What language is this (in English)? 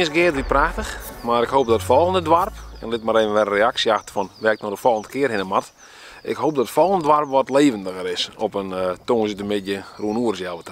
Western Frisian